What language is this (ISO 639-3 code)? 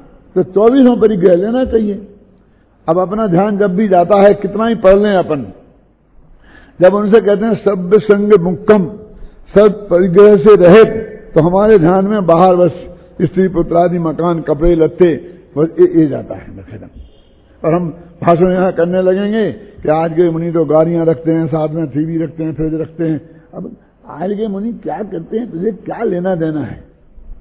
hin